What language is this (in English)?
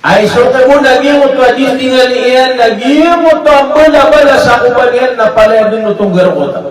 Maranao